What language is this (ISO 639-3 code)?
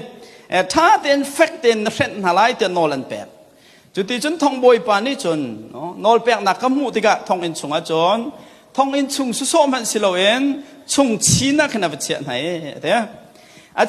cnh